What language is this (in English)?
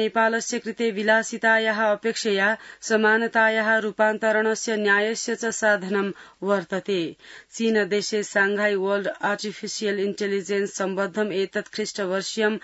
Sanskrit